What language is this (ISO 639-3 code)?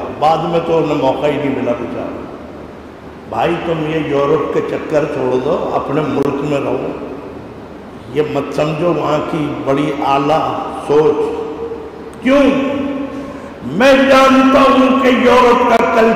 urd